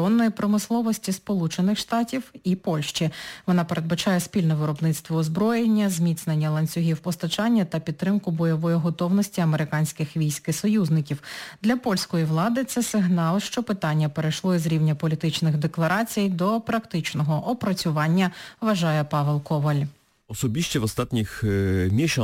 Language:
Ukrainian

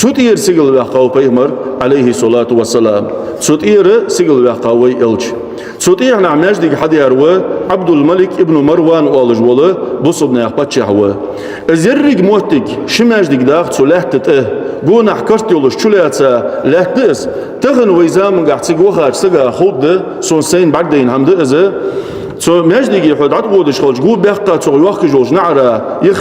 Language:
Ingush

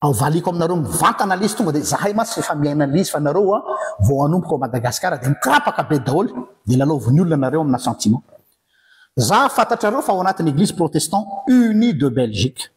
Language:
Malagasy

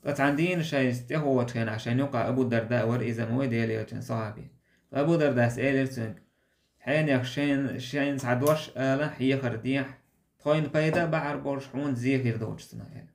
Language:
Chechen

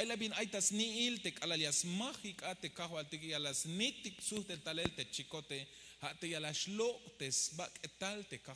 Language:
Tzeltal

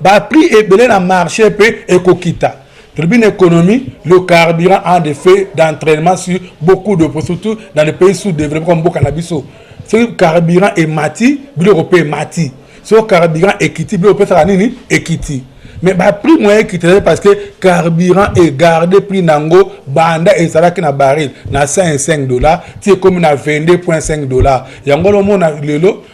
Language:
Lingala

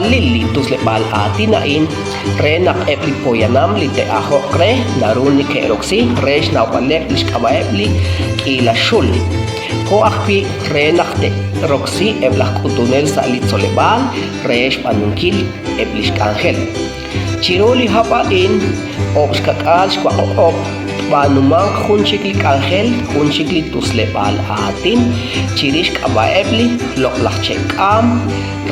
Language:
Kekchí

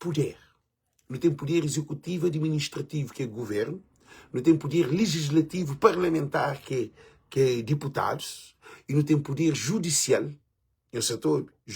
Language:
Kabuverdianu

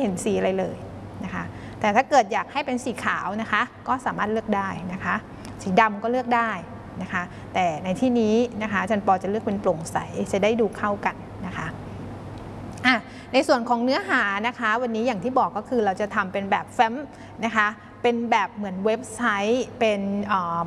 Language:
Thai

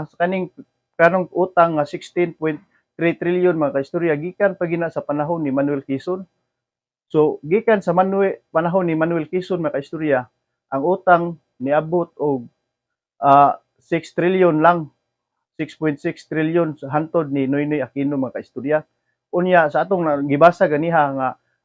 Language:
Cebuano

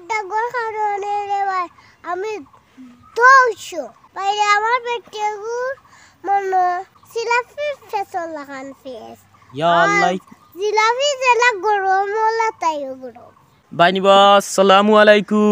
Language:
Sylheti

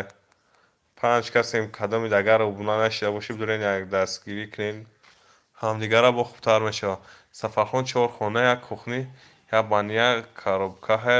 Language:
Tajik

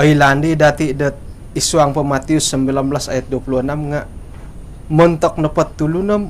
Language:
Central Dusun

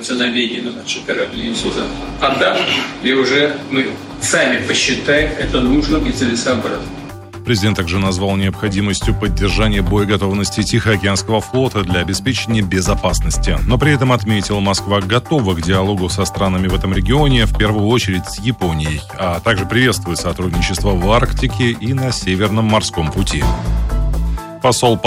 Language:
Russian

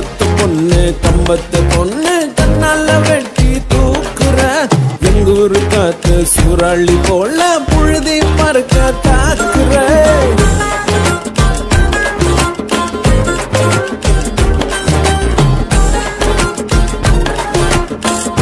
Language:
Tamil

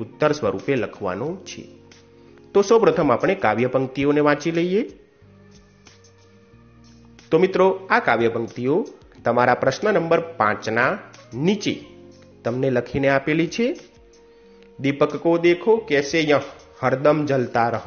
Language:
Gujarati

